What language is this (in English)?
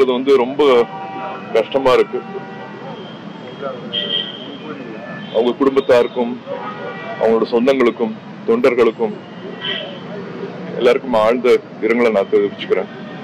Tamil